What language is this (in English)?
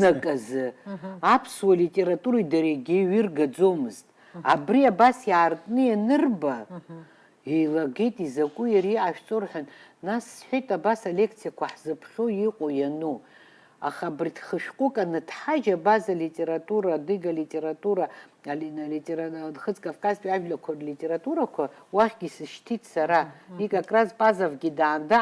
Abkhazian